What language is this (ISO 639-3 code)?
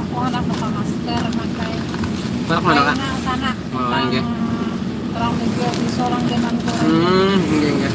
bjn